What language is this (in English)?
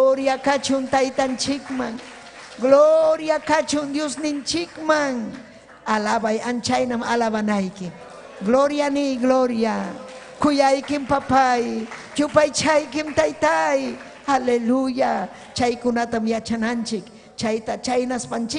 Ayacucho Quechua